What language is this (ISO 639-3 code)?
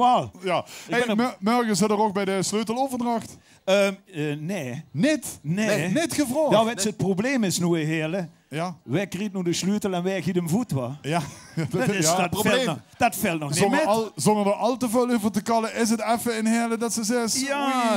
lim